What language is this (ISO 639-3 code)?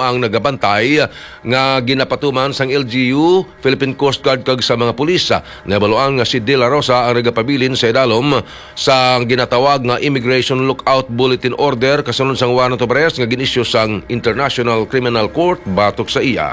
hil